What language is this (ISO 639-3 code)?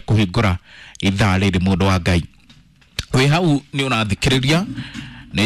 kik